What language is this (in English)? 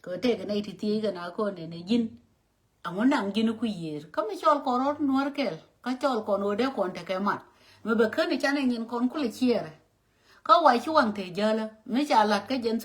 Nuer